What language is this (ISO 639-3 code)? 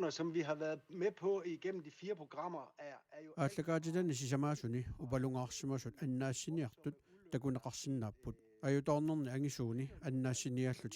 kal